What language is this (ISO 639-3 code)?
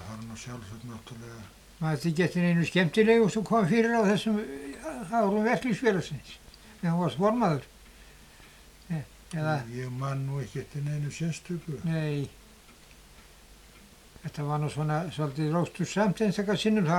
isl